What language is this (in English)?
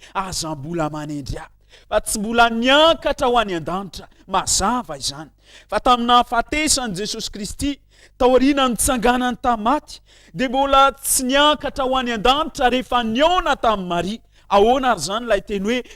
Malagasy